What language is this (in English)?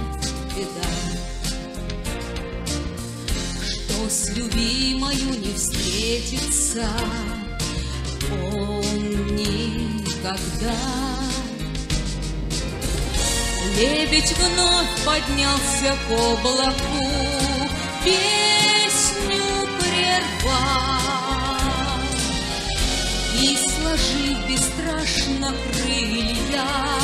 Russian